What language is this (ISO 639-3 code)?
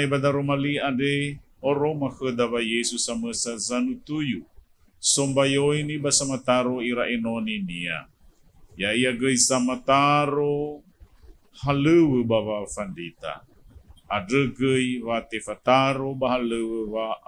nia